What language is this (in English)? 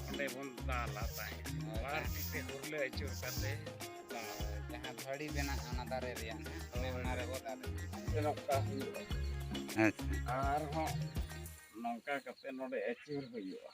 Santali